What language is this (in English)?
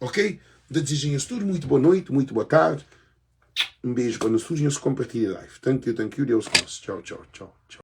Kabuverdianu